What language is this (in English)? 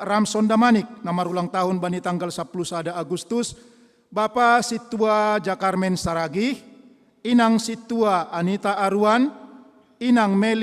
Batak Simalungun